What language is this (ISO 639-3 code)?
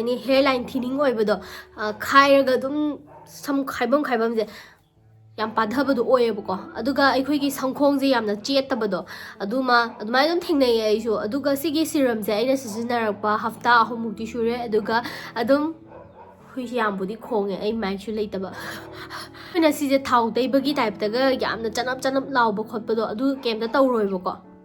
mni